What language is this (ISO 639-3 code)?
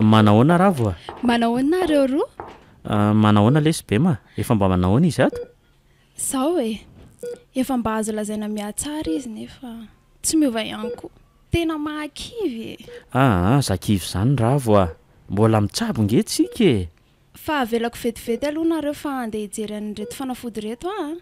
mlg